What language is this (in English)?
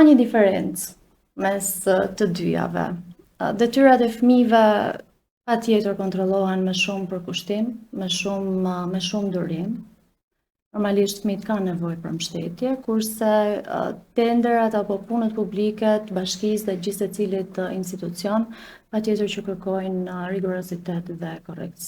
Albanian